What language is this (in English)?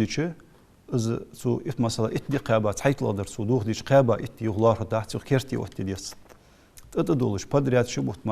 Ingush